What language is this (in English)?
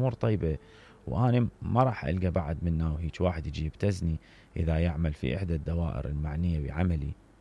Mesopotamian Arabic